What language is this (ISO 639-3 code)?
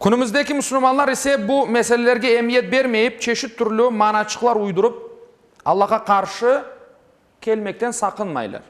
crh